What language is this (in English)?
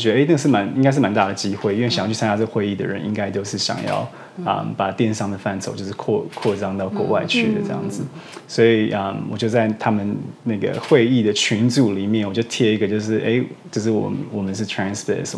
Chinese